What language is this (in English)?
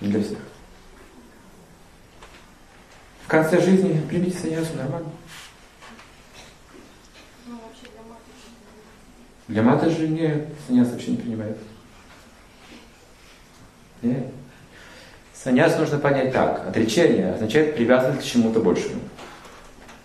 Russian